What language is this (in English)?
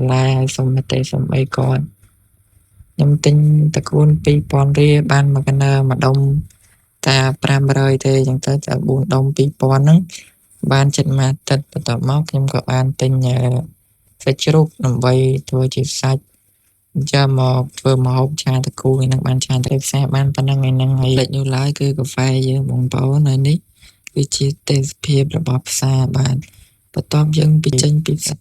Khmer